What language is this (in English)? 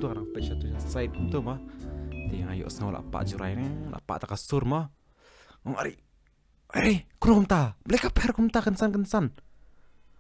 Khasi